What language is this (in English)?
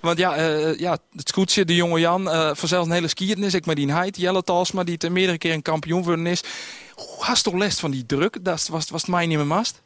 Western Frisian